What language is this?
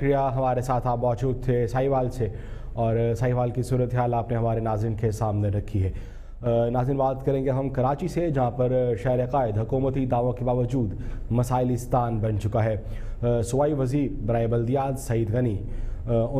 Urdu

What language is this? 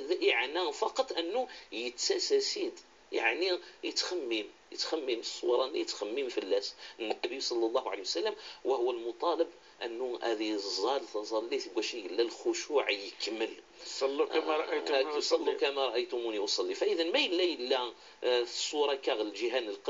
Kabyle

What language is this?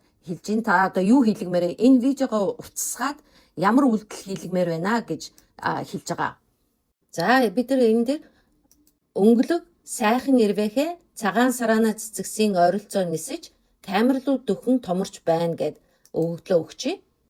Mongolian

